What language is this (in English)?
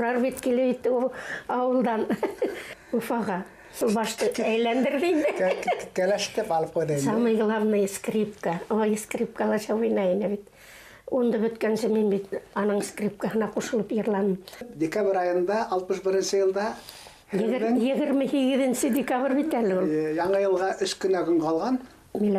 Bashkir